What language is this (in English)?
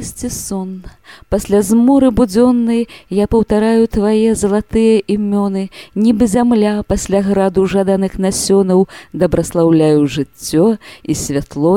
Belarusian